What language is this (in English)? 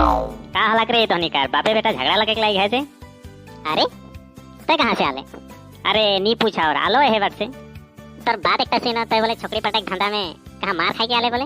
Sadri